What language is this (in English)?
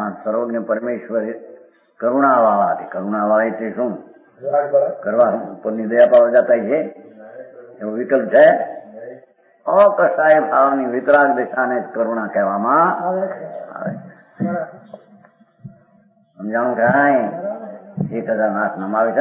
Gujarati